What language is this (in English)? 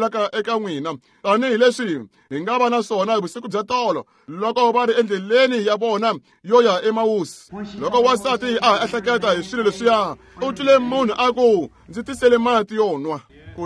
Tsonga